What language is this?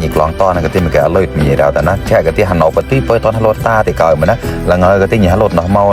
Mon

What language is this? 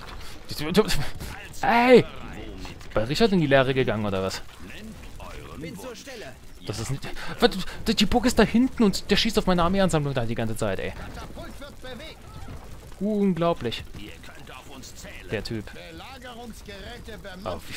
German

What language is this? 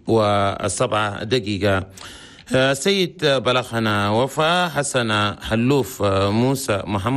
Chadian Arabic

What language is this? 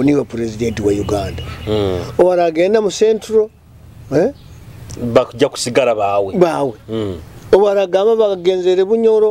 Nyoro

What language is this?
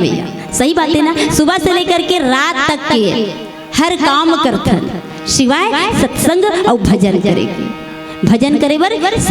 Chhattisgarhi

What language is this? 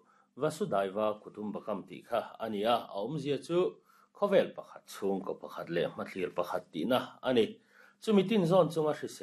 Mizo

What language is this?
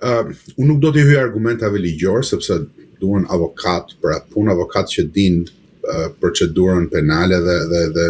Albanian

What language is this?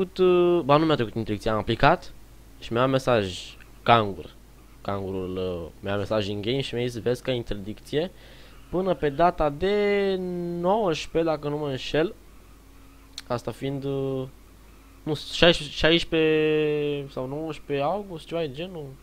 Romanian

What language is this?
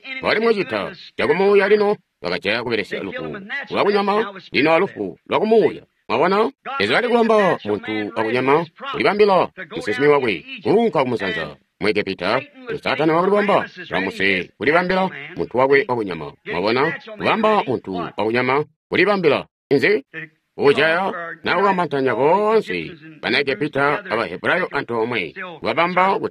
Tonga (Zambia)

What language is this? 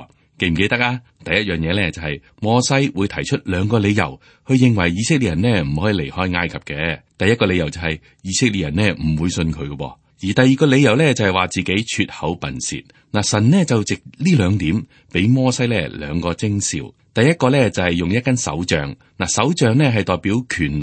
Cantonese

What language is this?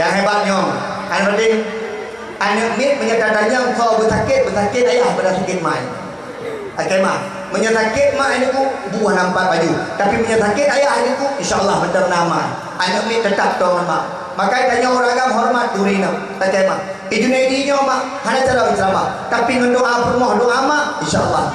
Achinese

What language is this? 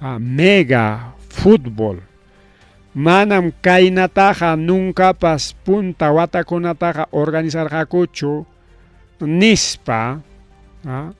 Ayacucho Quechua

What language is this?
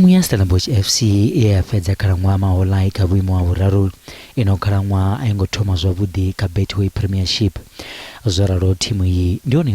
Venda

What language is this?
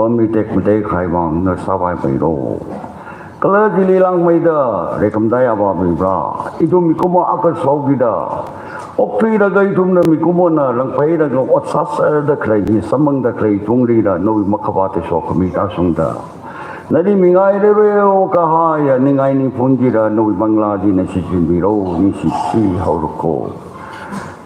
Tangkhul Naga (India)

